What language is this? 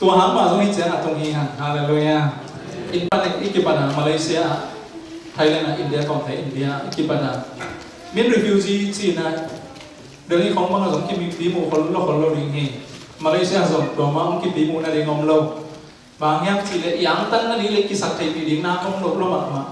Tedim Chin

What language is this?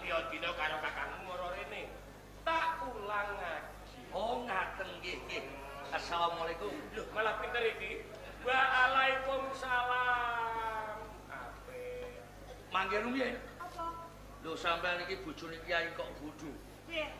Javanese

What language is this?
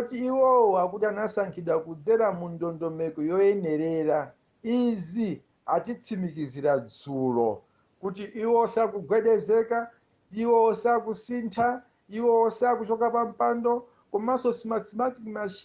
Nyanja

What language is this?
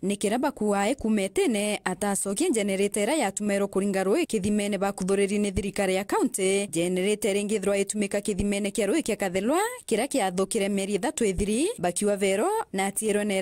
Meru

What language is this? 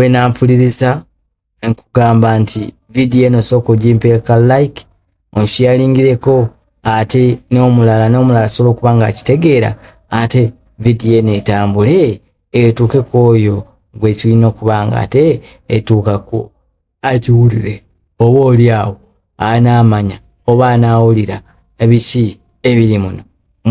Ganda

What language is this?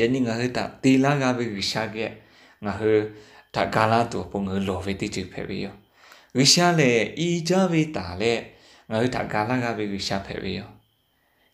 Lahu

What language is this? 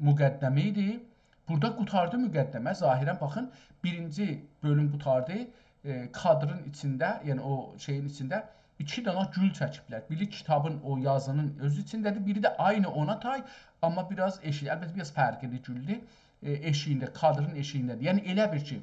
South Azerbaijani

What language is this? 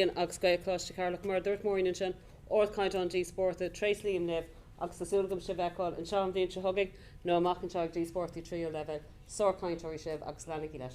Irish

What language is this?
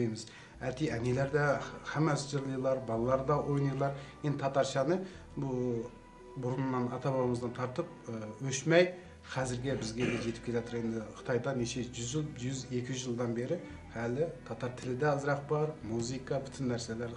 Tatar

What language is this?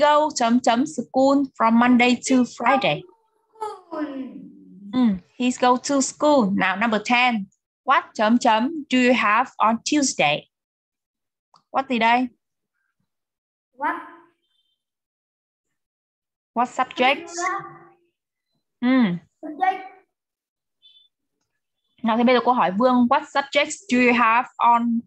Vietnamese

